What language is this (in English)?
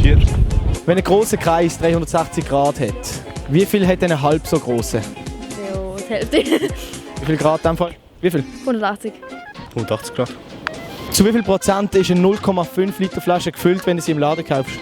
Swiss German